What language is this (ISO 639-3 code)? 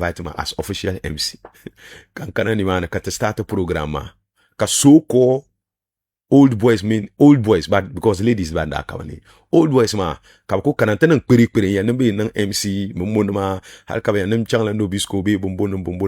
dag